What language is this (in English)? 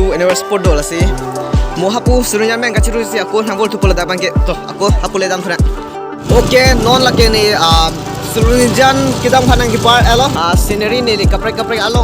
Karbi